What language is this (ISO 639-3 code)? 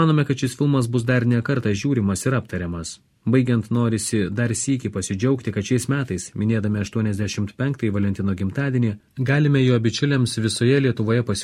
lit